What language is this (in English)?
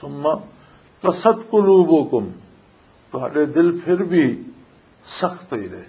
Western Panjabi